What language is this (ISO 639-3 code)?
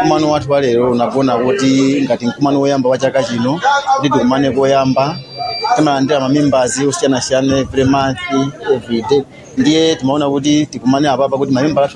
nya